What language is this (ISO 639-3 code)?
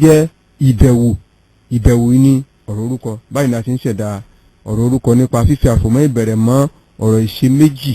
yor